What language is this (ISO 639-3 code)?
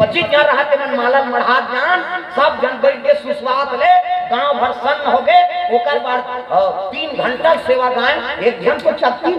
hne